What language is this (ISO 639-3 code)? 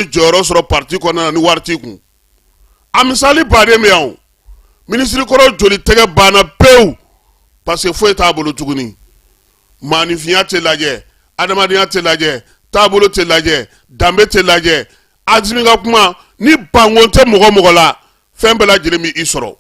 bam